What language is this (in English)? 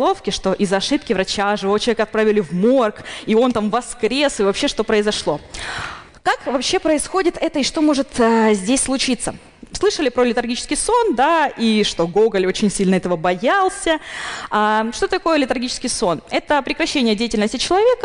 Russian